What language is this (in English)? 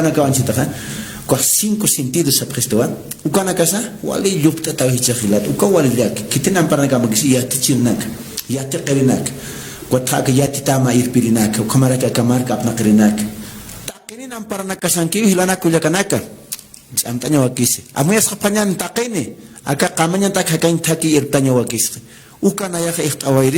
Aymara